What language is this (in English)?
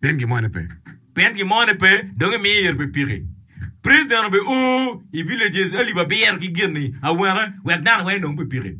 Acoli